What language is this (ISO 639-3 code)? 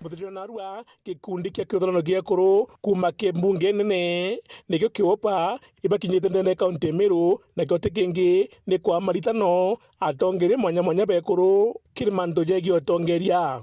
mer